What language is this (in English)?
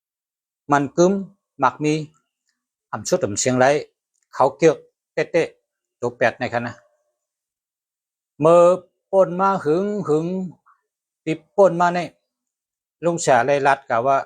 Shan